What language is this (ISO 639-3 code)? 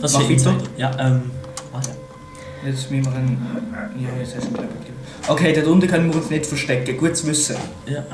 gsw